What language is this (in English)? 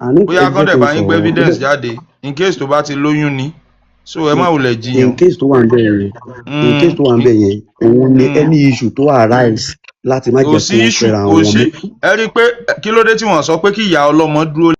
Yoruba